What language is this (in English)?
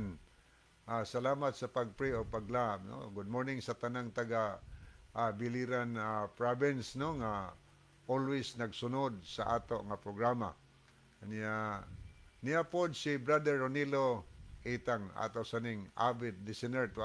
Cebuano